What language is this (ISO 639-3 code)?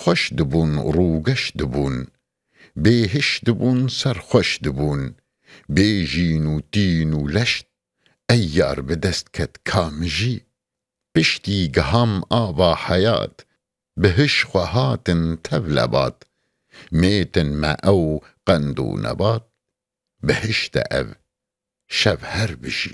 kur